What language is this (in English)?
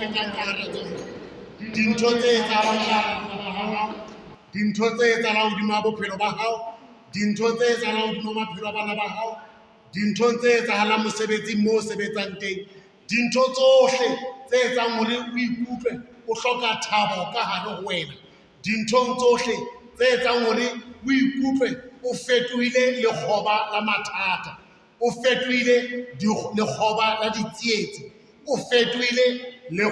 Southern Sotho